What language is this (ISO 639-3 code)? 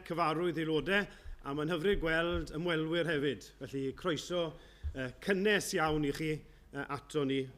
cym